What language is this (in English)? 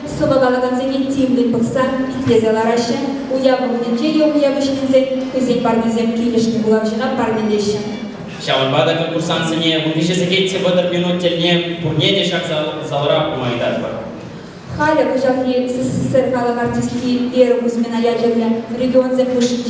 Chuvash